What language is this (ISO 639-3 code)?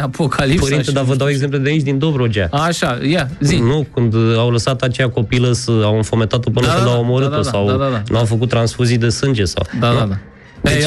ron